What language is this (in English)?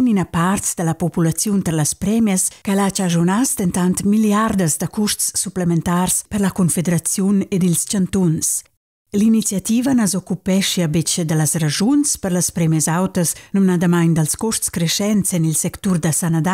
Romansh